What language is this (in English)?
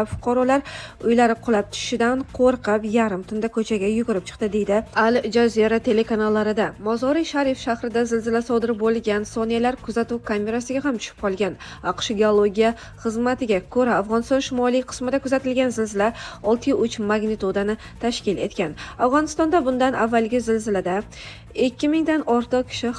Uzbek